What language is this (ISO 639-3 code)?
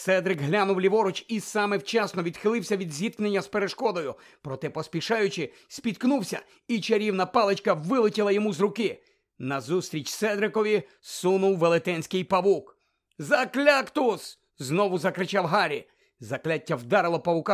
ukr